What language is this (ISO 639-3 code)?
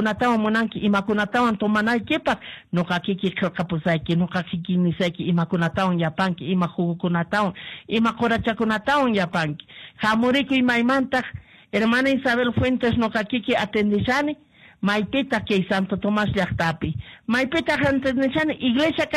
que